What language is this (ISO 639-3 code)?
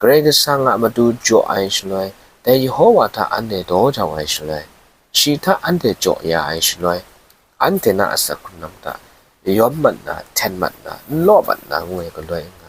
kac